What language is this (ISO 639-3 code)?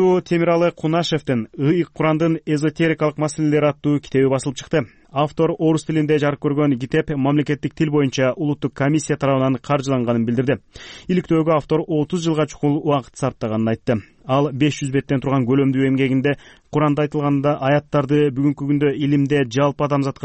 kir